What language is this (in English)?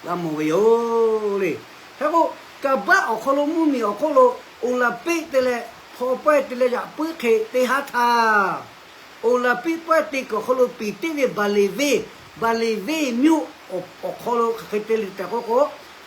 Lahu